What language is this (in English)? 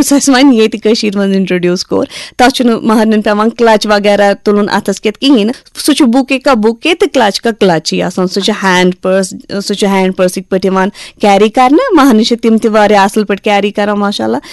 Kashmiri